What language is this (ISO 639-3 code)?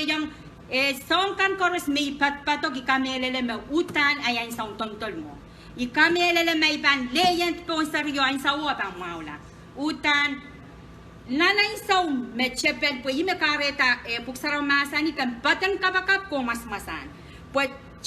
pon